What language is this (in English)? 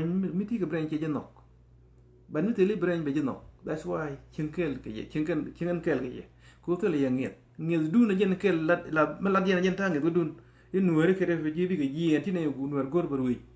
Nuer